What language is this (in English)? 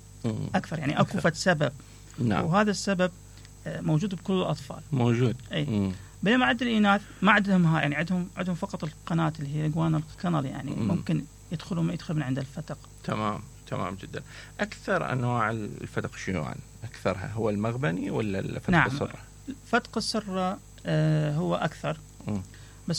Mesopotamian Arabic